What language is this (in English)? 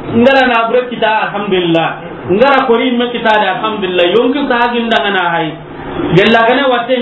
Soninke